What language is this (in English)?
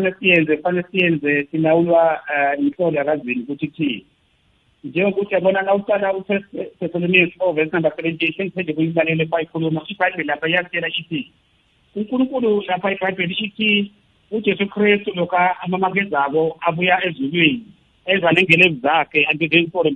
South Ndebele